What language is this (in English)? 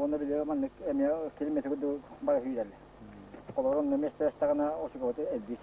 Yakut